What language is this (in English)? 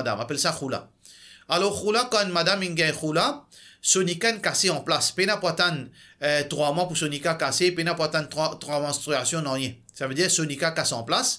Morisyen